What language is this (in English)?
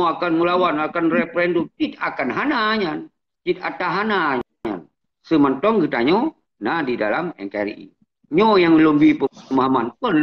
Achinese